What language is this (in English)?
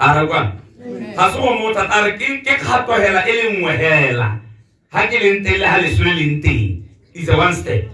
Tswana